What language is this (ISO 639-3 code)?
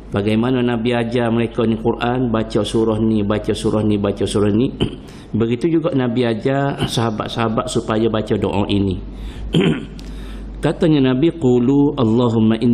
msa